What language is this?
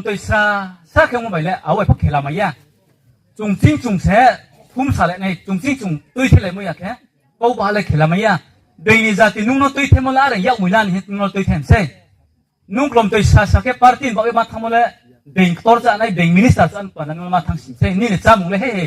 Riang (India)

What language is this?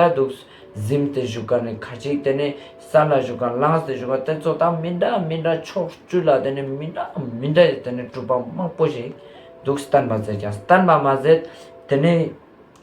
Ladakhi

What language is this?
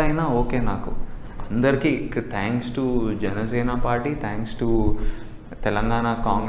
Telugu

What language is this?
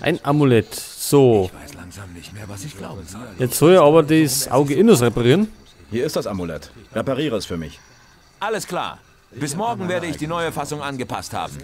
Bavarian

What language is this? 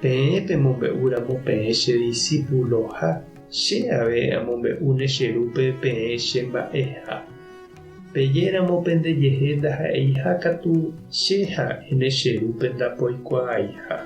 Guarani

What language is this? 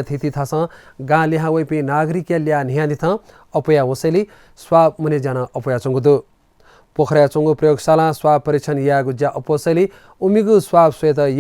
Newari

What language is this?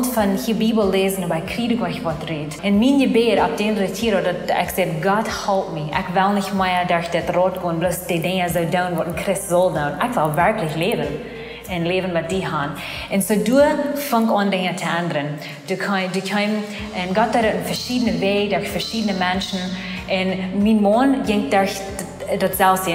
Plautdietsch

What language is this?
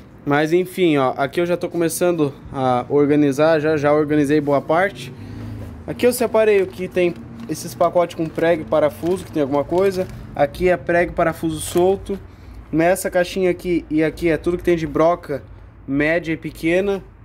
Portuguese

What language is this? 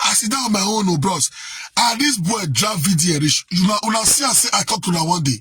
Nigerian Pidgin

